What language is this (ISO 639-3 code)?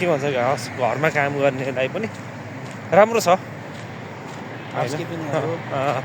nep